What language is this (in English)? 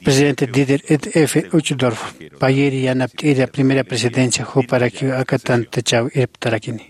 Aymara